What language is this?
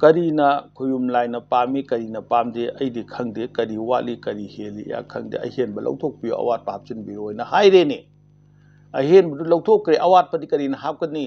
Manipuri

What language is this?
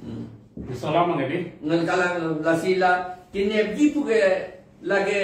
Karbi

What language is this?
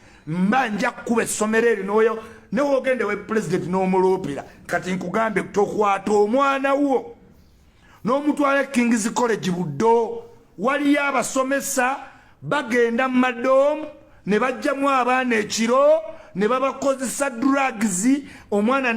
Ganda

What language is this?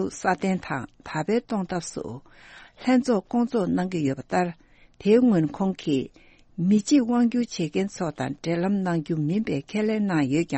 Tibetan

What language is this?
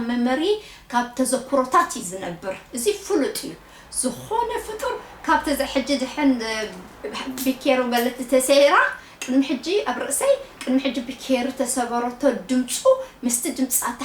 Tigrinya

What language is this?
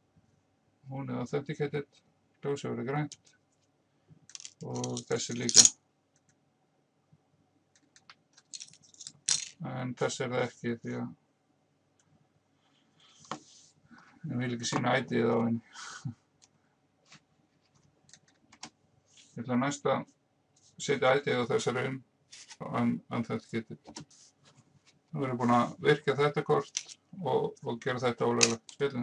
Icelandic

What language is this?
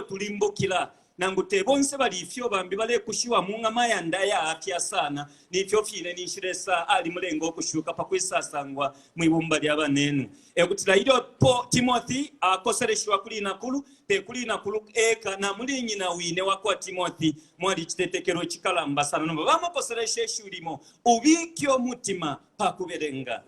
Bemba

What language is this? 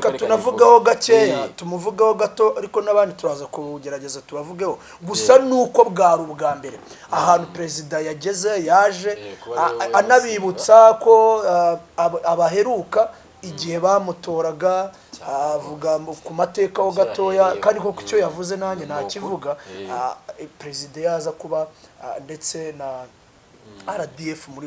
Kinyarwanda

